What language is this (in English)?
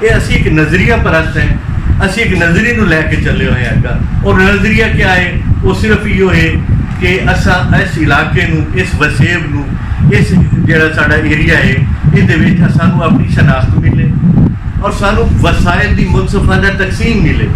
Saraiki